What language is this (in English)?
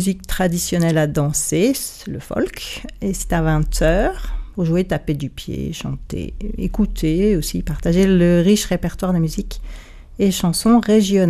French